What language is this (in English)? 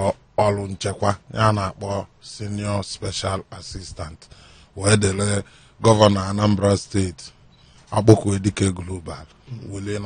Igbo